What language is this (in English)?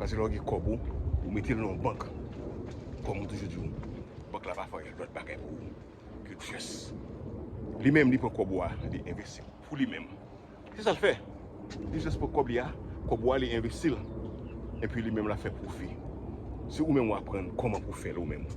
Haitian Creole